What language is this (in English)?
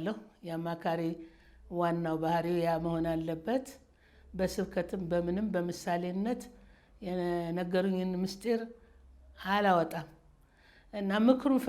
Amharic